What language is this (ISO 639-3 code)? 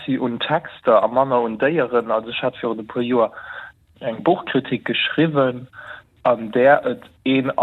ltz